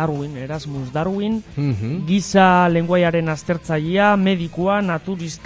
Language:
Basque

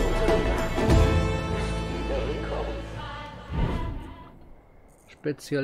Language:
German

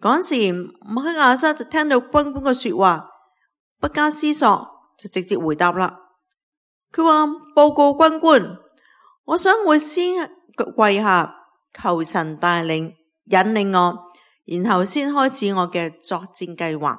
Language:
Cantonese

